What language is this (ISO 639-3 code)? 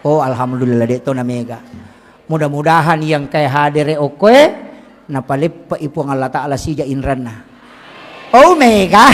bug